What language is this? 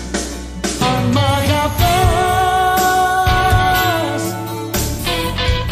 Greek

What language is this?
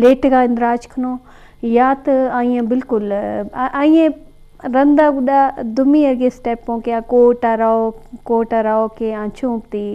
Eastern Balochi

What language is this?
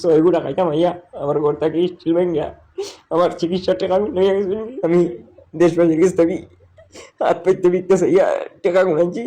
Sylheti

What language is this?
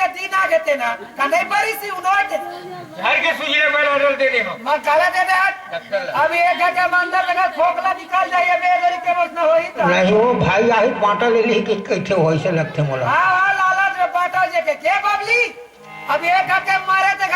Chhattisgarhi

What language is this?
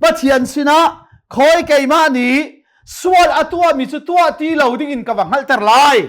Hakha Chin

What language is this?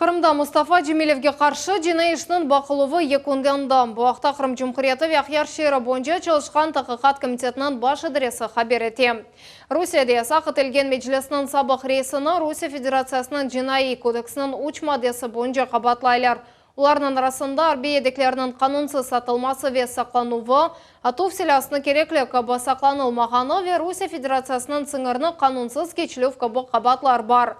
Crimean Tatar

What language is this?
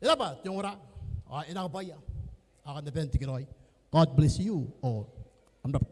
Gilbertese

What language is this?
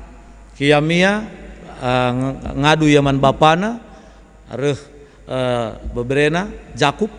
Batak Karo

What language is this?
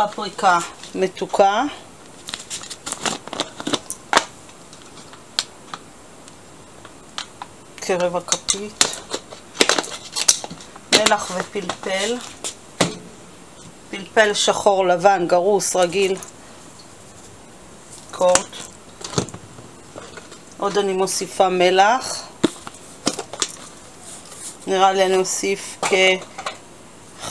Hebrew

